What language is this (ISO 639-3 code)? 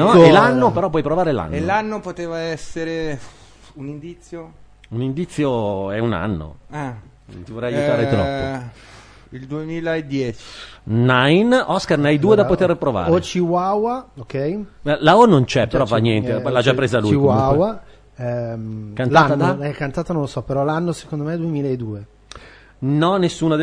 ita